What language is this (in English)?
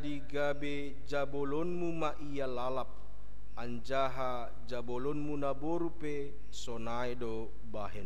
Batak Simalungun